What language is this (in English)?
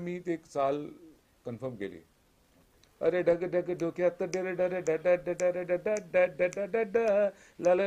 Marathi